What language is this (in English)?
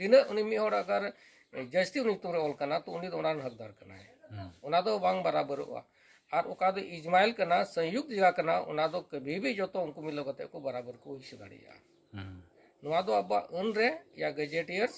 Santali